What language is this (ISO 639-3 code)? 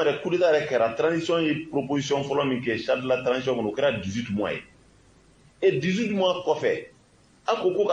bam